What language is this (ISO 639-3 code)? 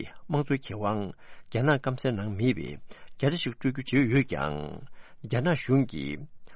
bod